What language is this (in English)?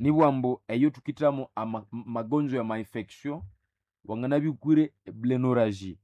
Nande